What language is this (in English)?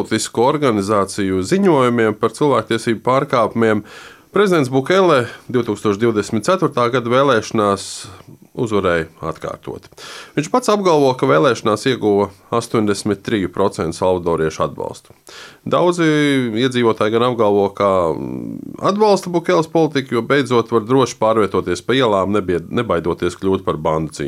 Latvian